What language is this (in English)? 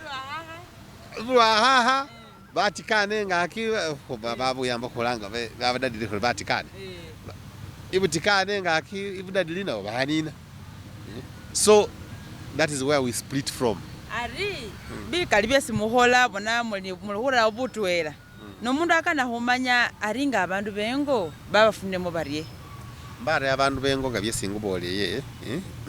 Masaaba